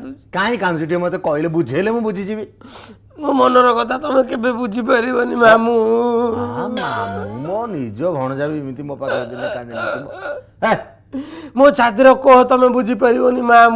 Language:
Odia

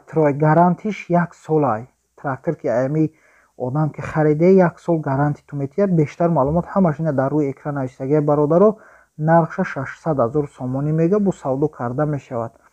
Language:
Tajik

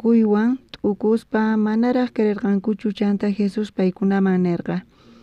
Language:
South Bolivian Quechua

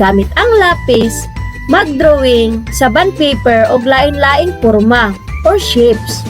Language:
Cebuano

